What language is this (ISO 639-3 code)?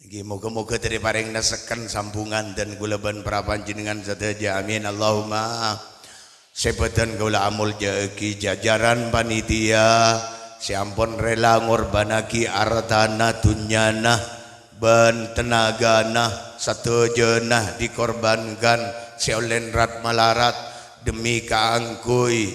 mad